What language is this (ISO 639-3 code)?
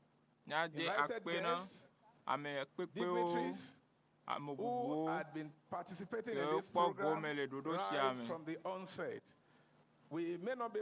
ewe